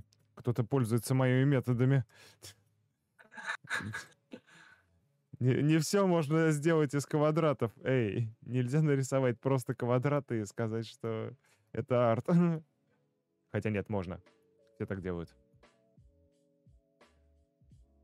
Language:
Russian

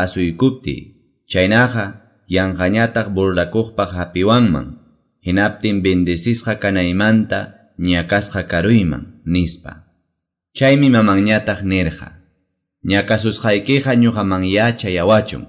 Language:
Quechua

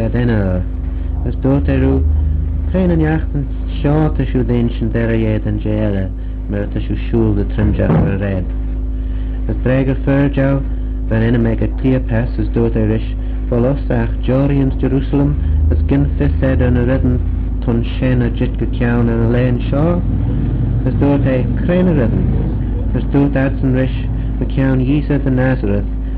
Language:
Manx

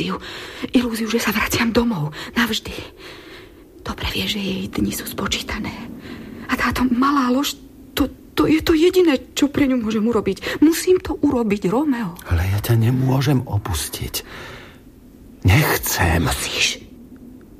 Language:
Slovak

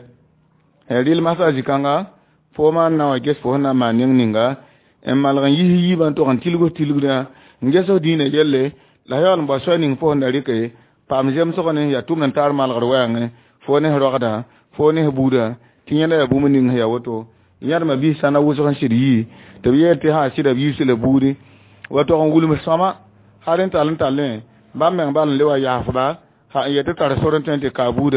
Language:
Mossi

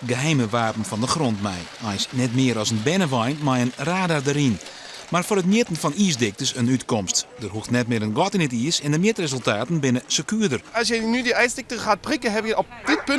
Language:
Western Frisian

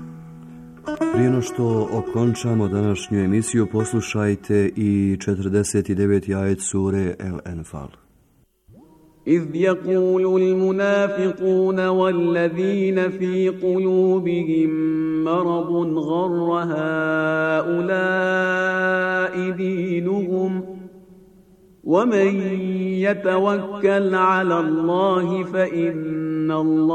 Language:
Bosnian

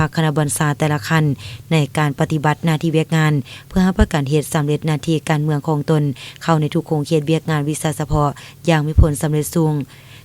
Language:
Lao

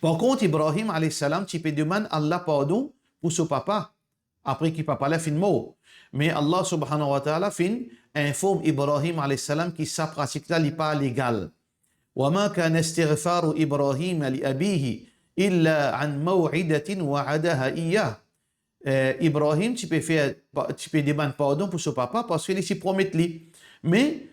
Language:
Morisyen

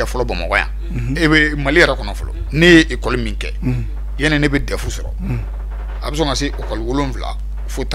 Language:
Bambara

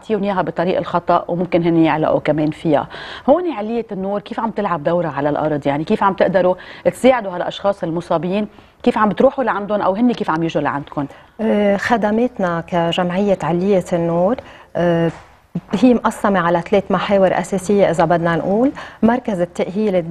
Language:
North Levantine Arabic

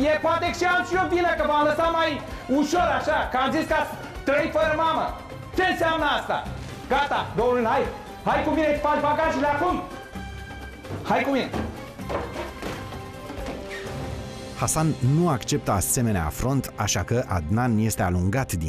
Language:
Romanian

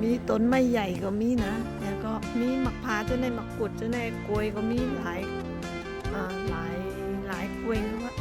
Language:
Shan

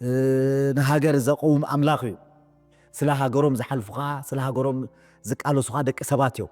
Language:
Tigrinya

